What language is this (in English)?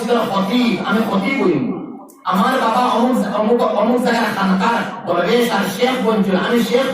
Sylheti